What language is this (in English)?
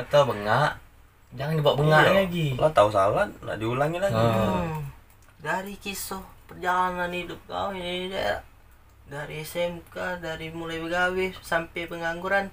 Musi